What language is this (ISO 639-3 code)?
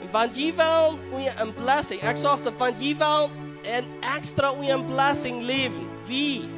pdt